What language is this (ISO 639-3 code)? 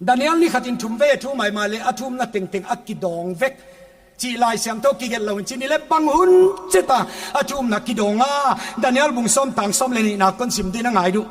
pck